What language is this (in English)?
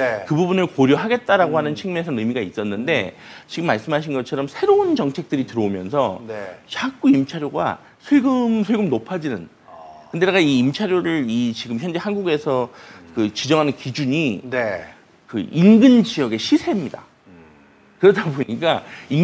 Korean